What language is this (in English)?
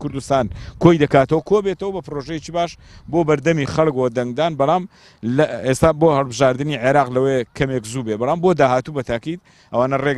Central Kurdish